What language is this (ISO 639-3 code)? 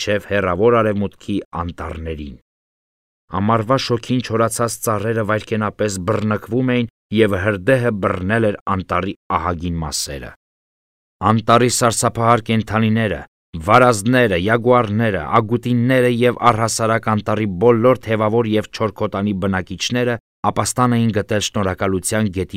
hye